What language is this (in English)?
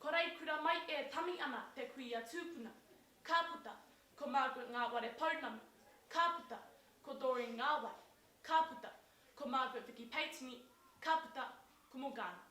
Māori